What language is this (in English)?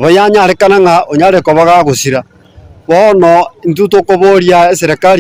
Gusii